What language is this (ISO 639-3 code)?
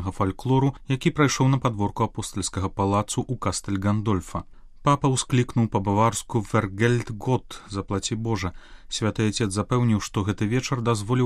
bel